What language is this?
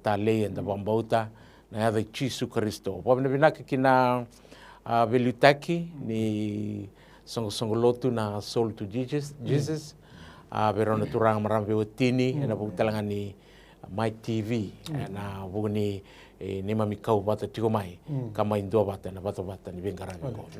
Fijian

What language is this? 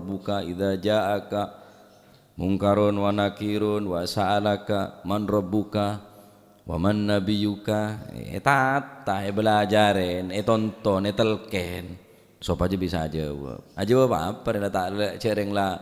Madurese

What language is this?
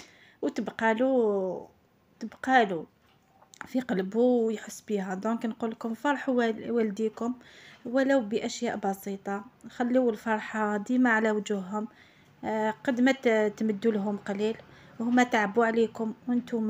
Algerian Arabic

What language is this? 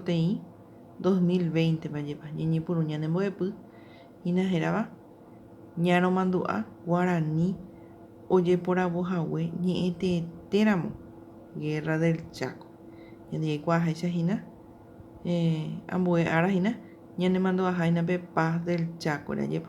Guarani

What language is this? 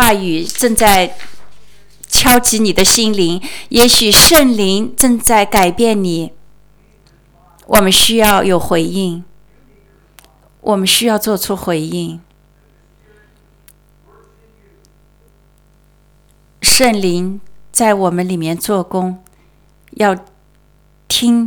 Chinese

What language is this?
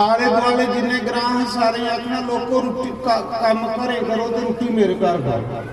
Dogri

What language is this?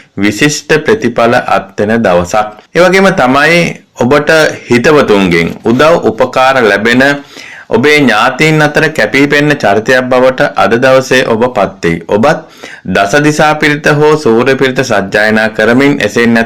Sinhala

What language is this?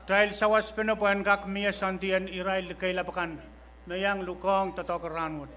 Pohnpeian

